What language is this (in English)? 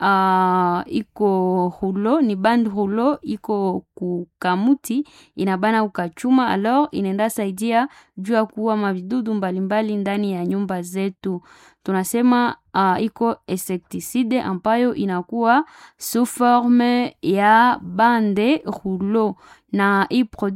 Swahili